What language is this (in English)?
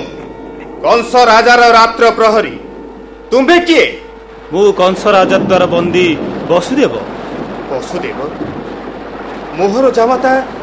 Odia